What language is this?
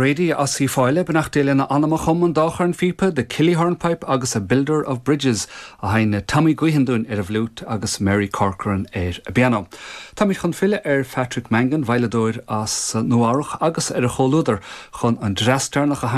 Irish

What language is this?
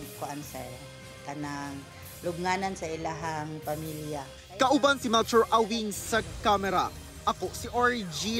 Cebuano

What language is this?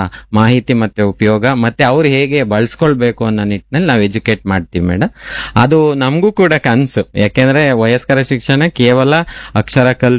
Kannada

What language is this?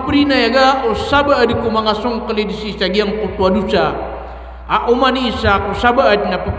Maranao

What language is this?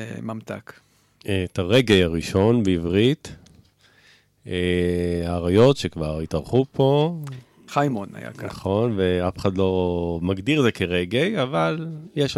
Hebrew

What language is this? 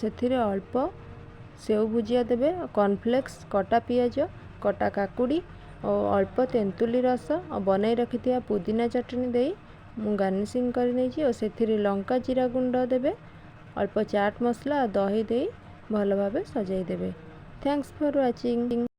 Odia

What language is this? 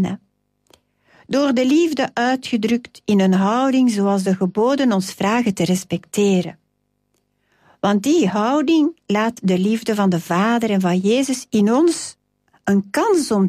Dutch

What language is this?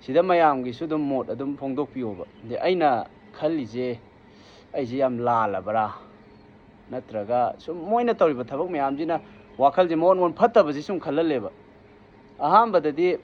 Manipuri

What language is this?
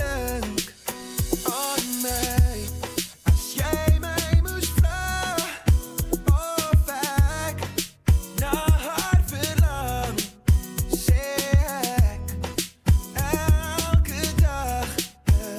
Afrikaans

